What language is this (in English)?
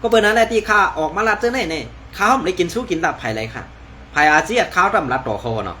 Shan